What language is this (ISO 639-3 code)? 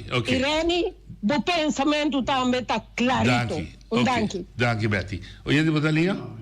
pap